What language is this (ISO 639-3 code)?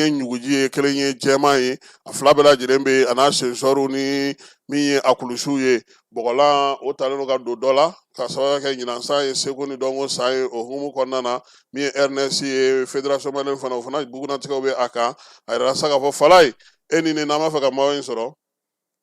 bam